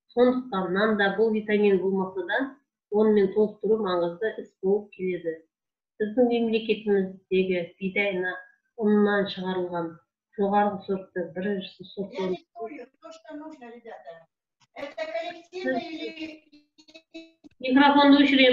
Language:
Kazakh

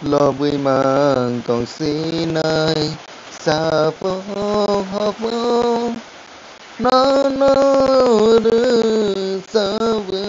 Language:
Kok Borok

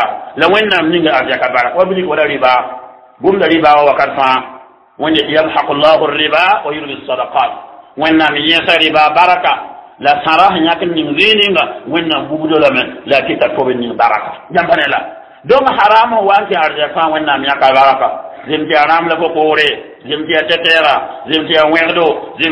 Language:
Mossi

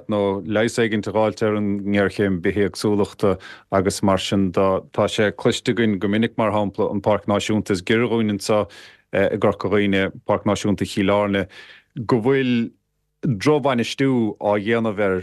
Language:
Irish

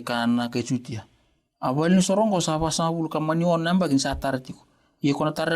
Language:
Fijian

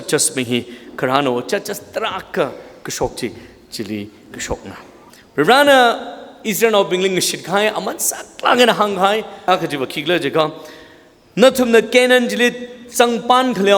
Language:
Tangkhul Naga (India)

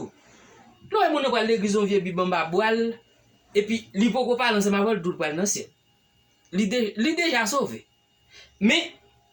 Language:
Haitian Creole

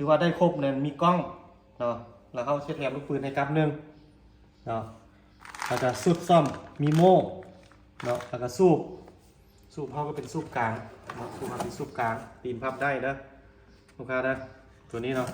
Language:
Lao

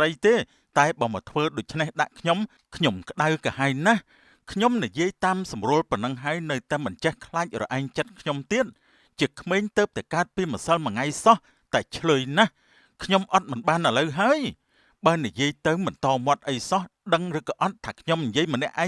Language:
Khmer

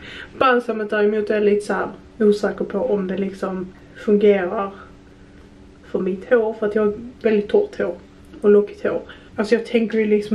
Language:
Swedish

